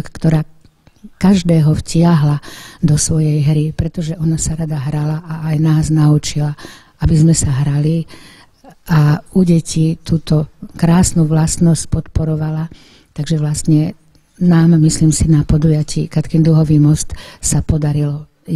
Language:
Slovak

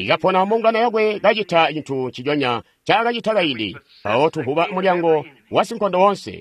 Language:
Tonga (Zambia)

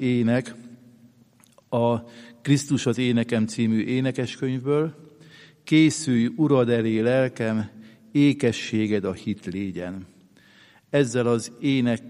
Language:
Hungarian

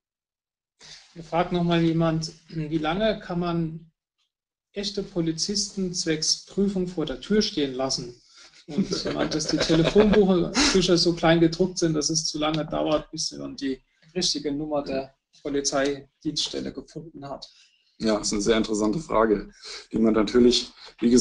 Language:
German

